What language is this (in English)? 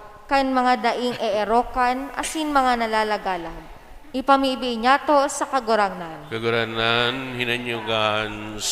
Bikol